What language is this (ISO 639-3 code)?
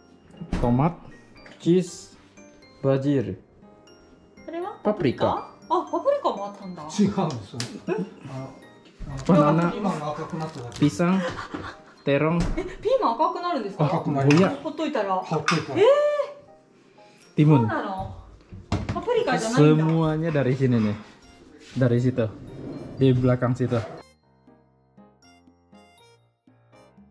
jpn